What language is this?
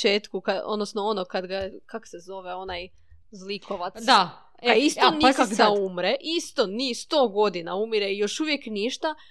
Serbian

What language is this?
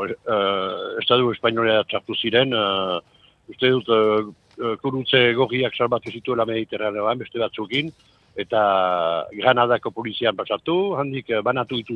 Basque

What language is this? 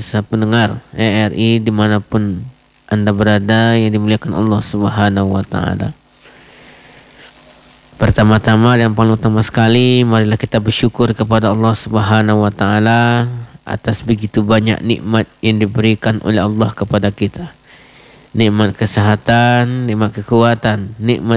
Indonesian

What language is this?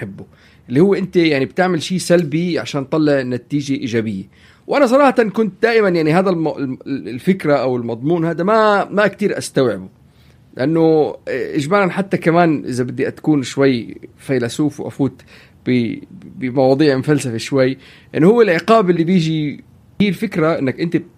North Levantine Arabic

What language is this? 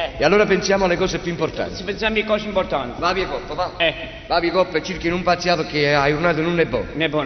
Neapolitan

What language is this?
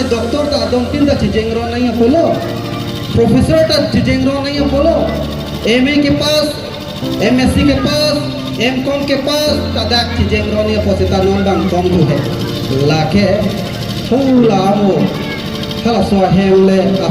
Karbi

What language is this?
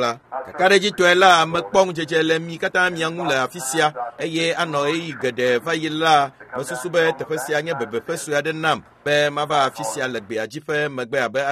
Ewe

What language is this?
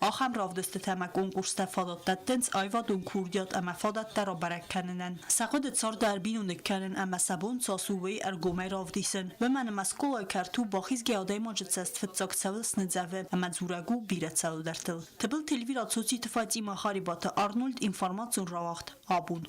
Ossetic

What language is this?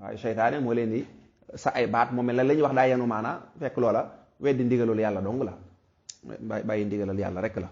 Wolof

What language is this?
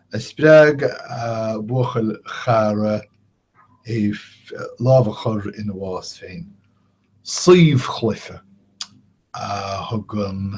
Irish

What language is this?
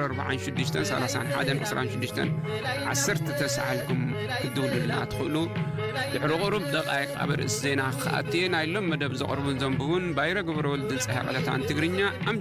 Tigrinya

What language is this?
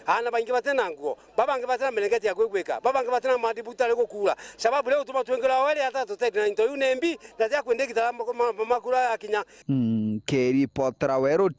Meru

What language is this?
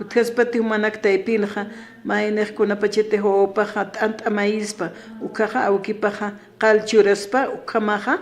Aymara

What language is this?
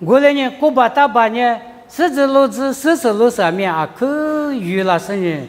Lisu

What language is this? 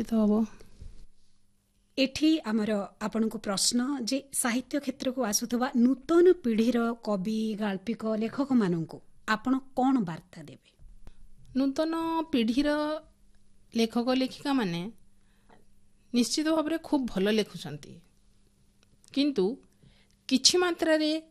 Odia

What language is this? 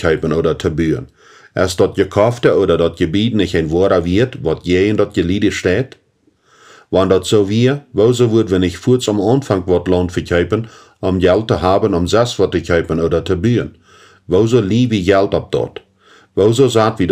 Plautdietsch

